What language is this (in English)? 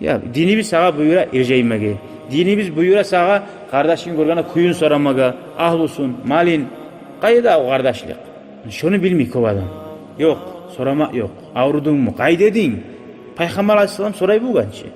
Kumyk